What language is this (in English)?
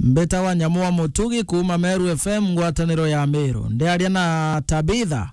Meru